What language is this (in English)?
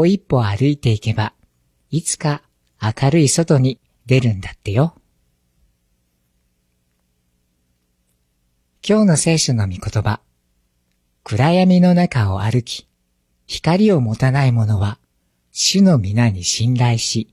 Japanese